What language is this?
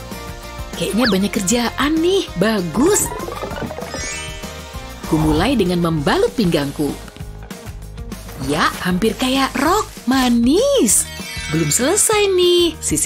Indonesian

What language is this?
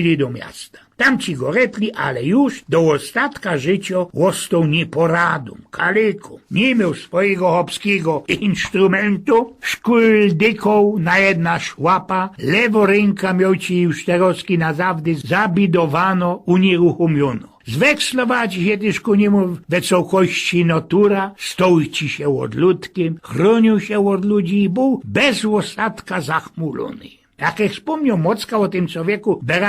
Silesian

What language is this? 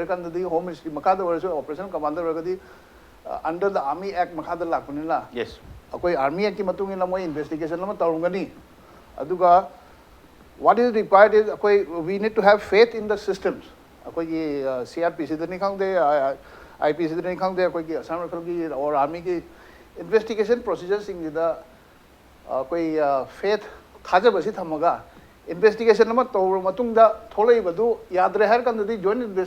Manipuri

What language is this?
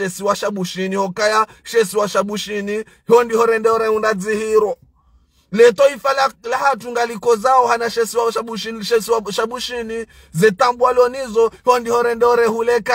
Ngazidja Comorian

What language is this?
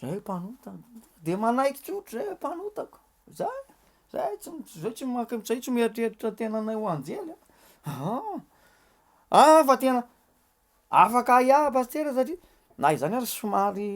Malagasy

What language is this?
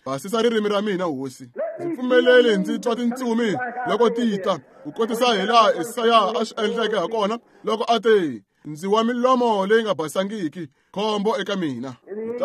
Tsonga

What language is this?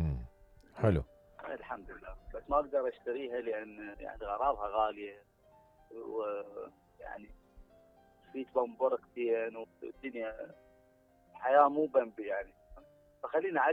Mesopotamian Arabic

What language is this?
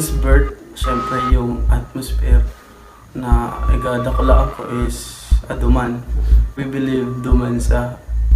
Bikol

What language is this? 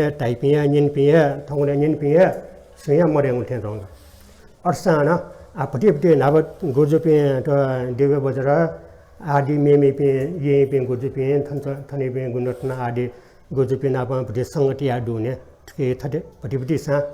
Newari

